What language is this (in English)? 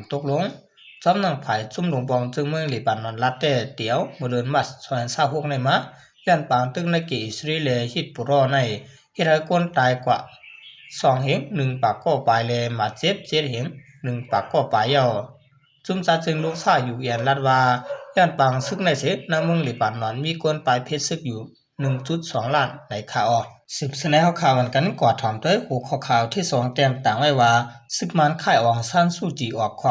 Shan